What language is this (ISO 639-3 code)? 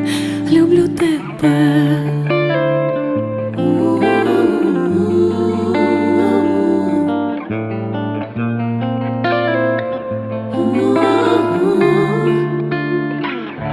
ukr